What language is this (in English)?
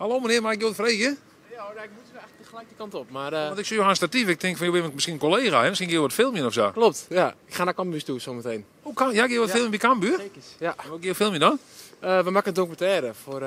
Western Frisian